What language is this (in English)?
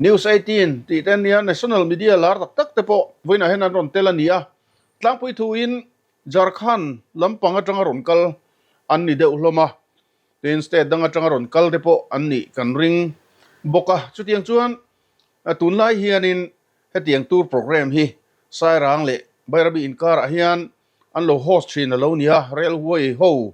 Mizo